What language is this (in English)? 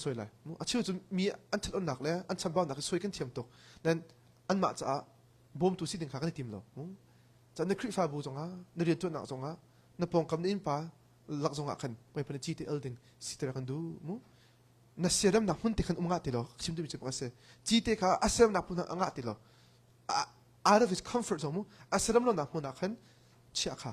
Hakha Chin